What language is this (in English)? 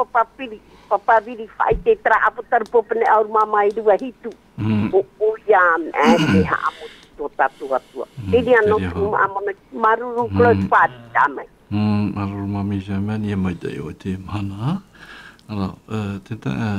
Tahitian